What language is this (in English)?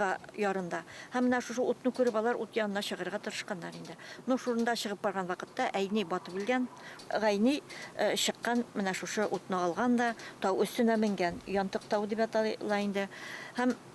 Bashkir